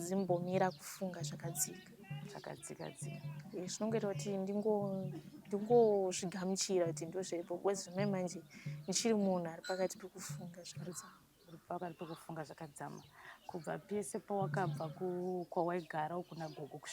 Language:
Shona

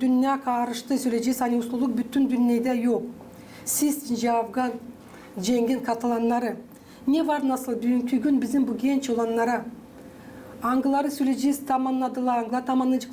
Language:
Gagauz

